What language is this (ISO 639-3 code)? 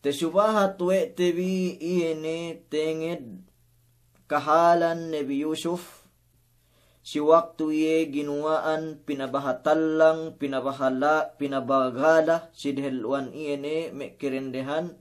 yka